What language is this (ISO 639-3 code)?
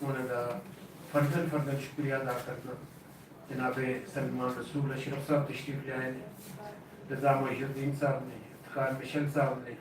lah